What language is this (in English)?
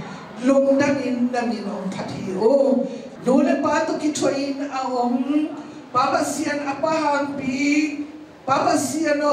Tedim Chin